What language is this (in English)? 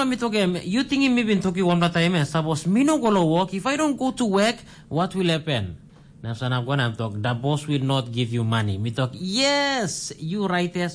Tok Pisin